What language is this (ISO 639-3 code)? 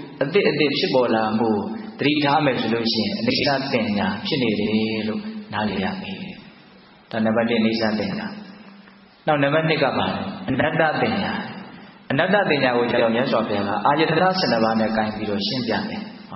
mya